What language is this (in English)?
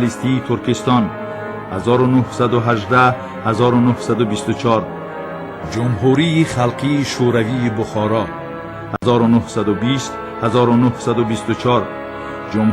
Tajik